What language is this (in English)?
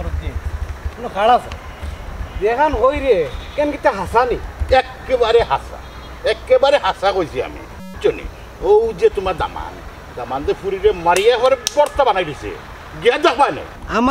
Sylheti